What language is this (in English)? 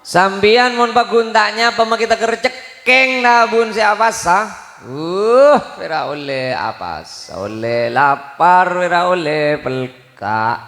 Madurese